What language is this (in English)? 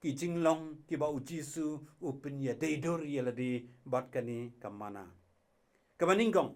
Khasi